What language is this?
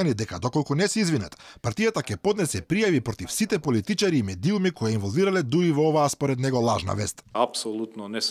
Macedonian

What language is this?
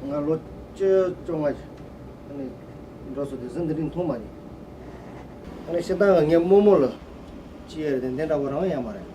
Tibetan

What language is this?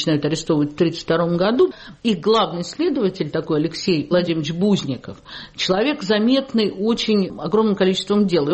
Russian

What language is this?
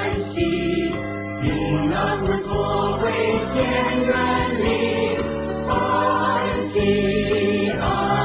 Chinese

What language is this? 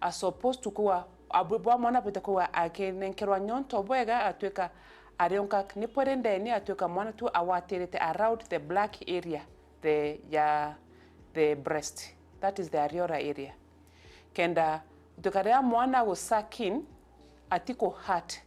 Meru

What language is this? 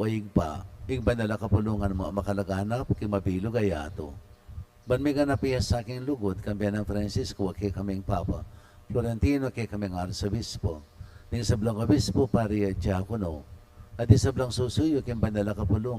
Pampanga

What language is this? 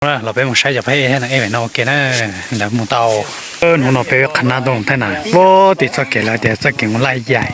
Hmong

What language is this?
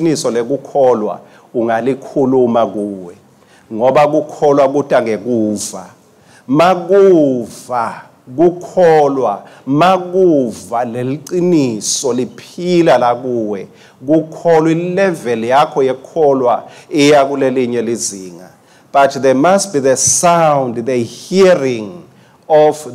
Swati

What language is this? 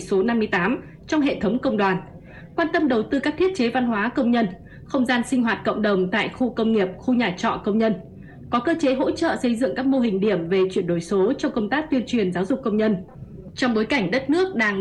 Vietnamese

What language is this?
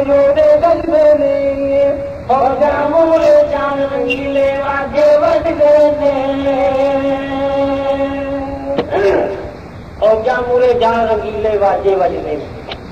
Punjabi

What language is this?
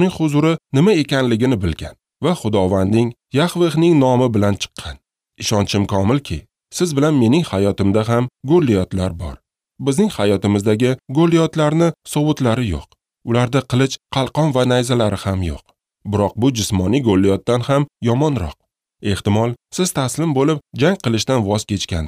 Uzbek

